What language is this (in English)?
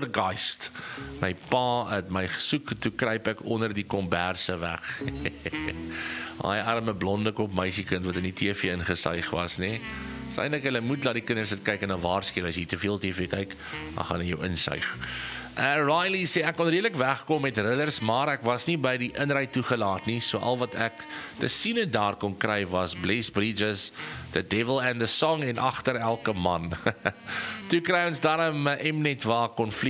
Afrikaans